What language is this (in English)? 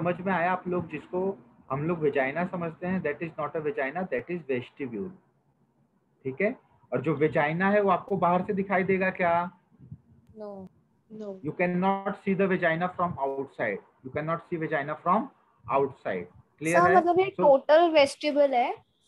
Hindi